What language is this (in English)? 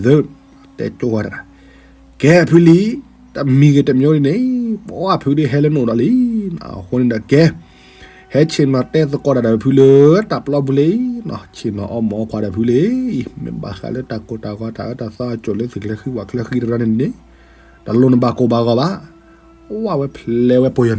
S'gaw Karen